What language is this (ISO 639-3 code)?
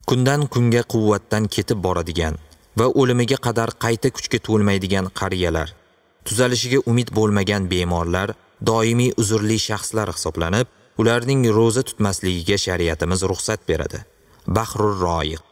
uzb